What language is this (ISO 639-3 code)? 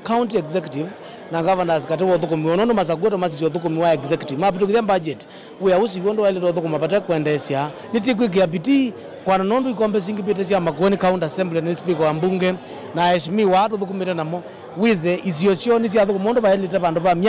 kam